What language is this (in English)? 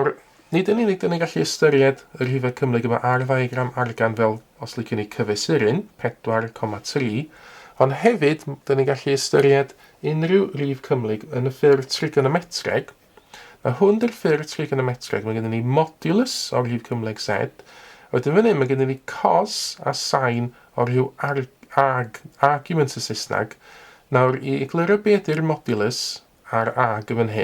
Welsh